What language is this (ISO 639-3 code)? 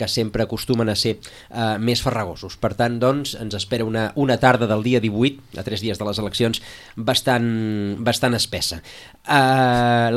cat